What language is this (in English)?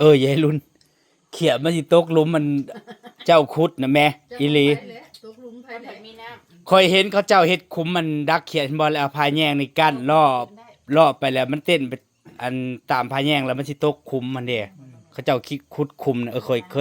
Northeastern Thai